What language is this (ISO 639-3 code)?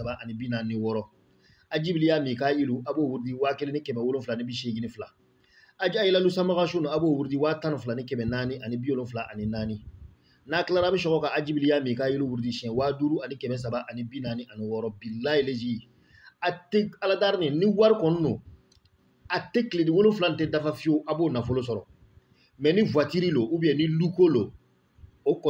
bam